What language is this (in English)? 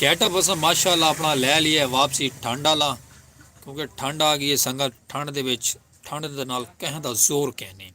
Saraiki